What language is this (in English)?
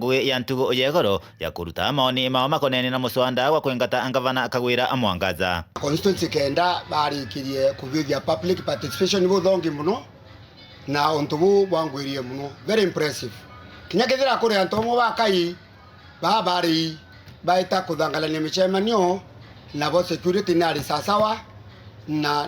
Meru